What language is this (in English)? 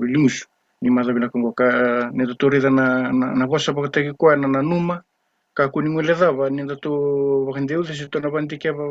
Fijian